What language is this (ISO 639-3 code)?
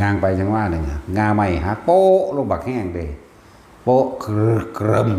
tts